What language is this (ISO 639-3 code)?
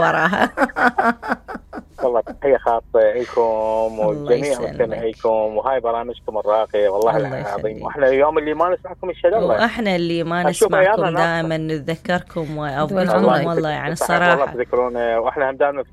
acm